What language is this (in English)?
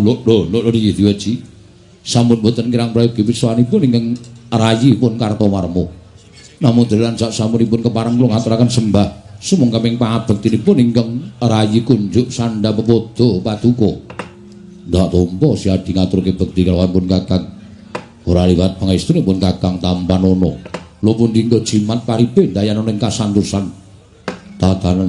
Javanese